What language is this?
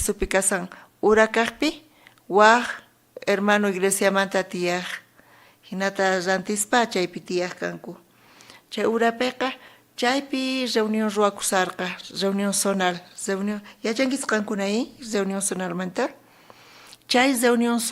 South Bolivian Quechua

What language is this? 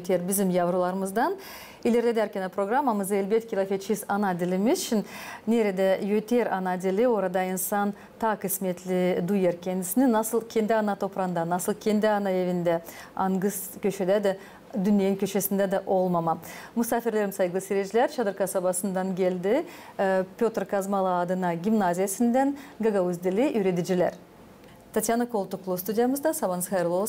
Gagauz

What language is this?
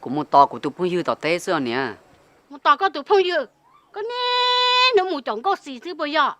Hmong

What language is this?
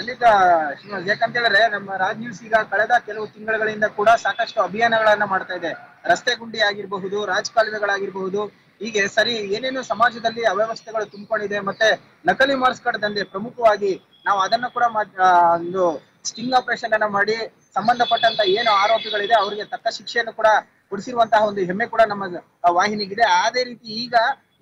Kannada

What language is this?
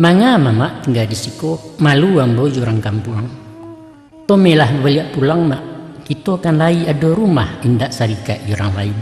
Minangkabau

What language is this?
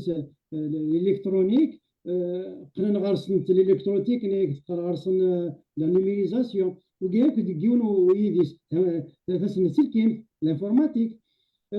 Kabyle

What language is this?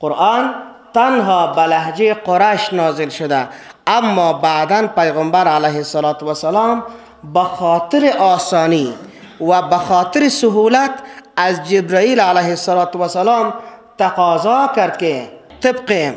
Persian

